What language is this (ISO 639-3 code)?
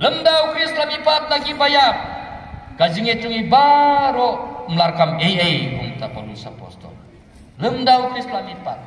kha